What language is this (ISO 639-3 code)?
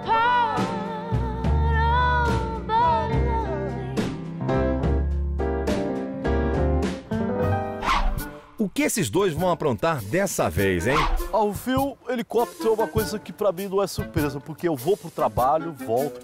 por